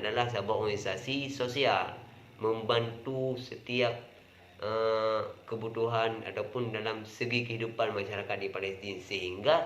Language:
Achinese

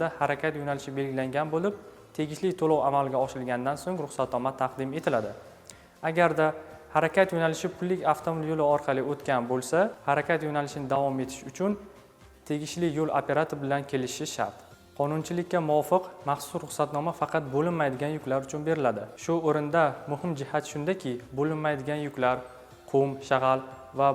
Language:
Uzbek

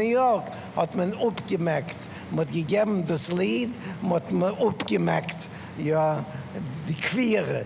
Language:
Yiddish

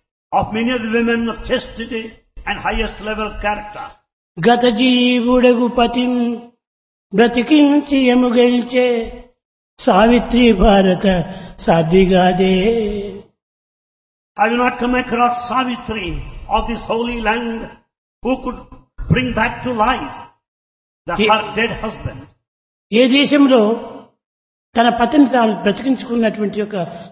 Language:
Telugu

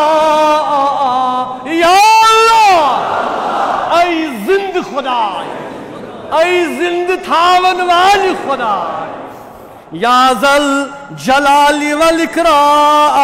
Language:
Kashmiri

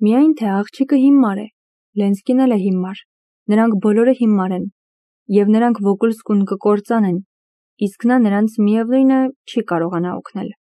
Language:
Armenian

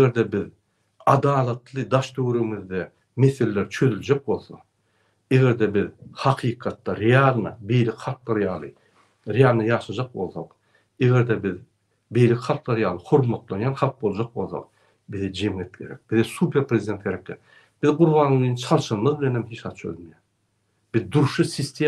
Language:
Turkmen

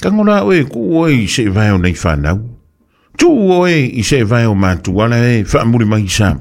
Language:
Samoan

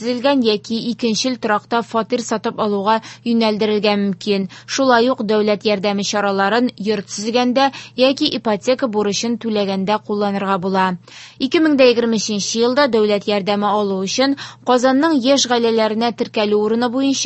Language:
Tatar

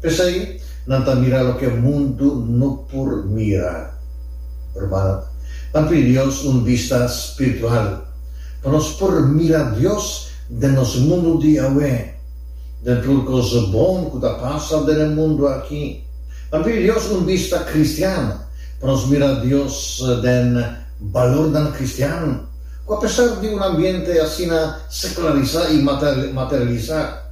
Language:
Papiamento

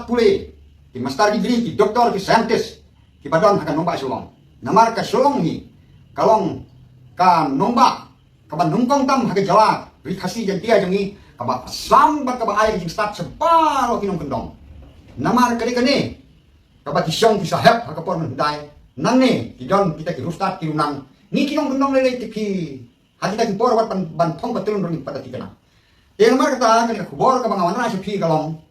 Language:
Khasi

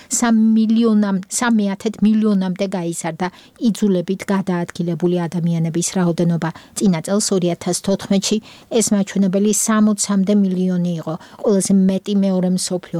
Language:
Georgian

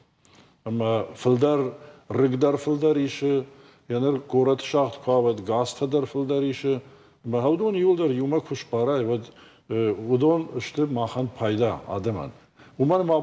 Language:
Ossetic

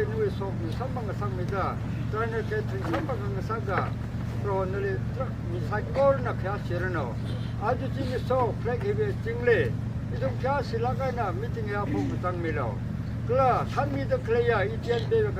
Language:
Tangkhul Naga (India)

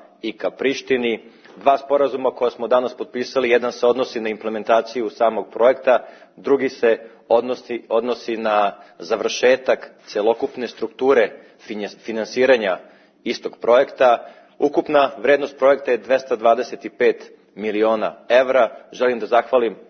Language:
Serbian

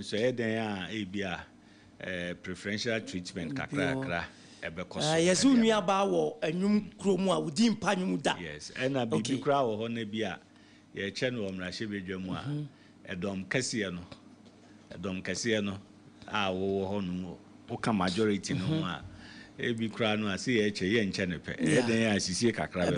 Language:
Akan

